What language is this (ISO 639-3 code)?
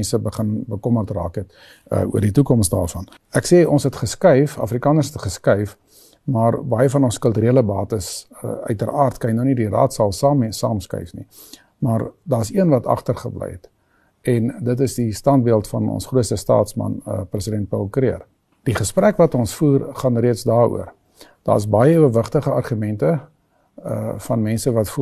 afr